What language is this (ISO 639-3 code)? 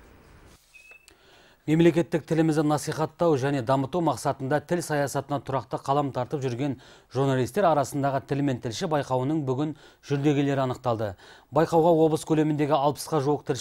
kaz